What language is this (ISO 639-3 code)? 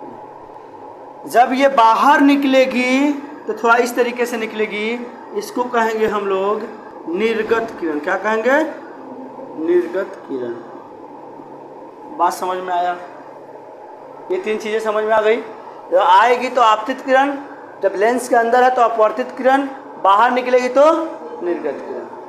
hin